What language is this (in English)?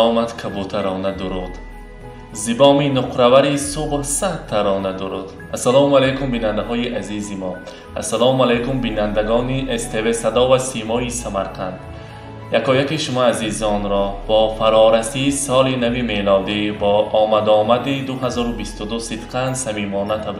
Tajik